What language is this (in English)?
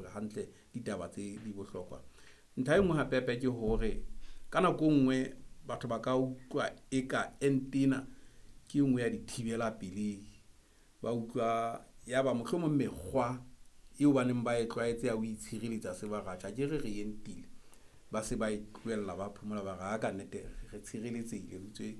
Southern Sotho